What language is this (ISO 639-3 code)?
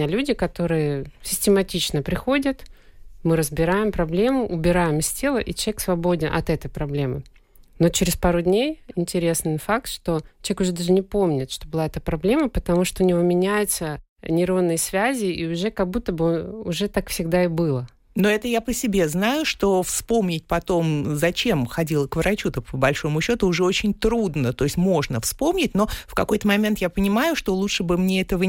rus